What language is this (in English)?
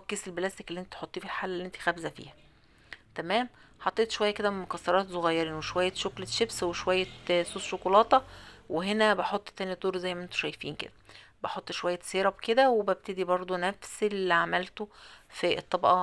Egyptian Arabic